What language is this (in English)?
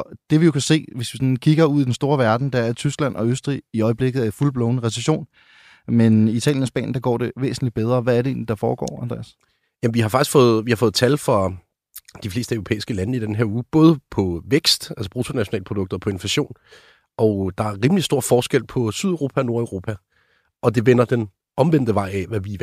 Danish